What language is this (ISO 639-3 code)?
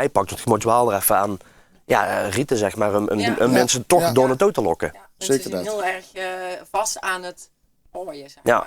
lim